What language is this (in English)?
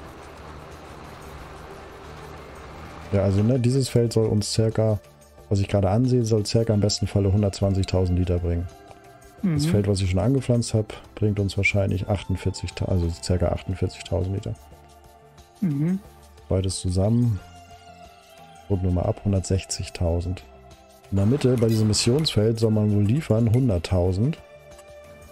German